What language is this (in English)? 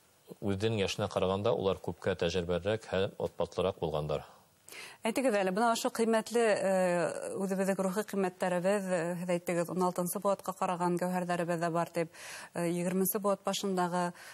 Bashkir